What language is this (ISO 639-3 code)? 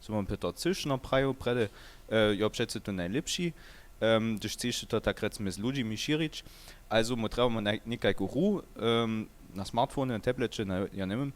hsb